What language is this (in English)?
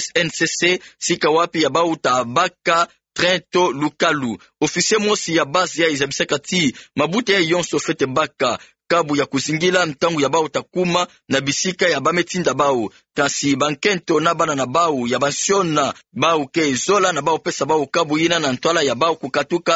Kituba (Democratic Republic of Congo)